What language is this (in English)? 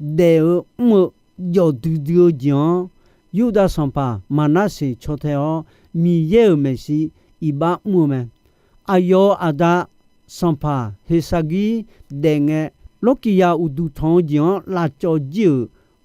Akha